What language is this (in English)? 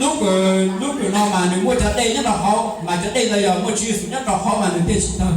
Hmong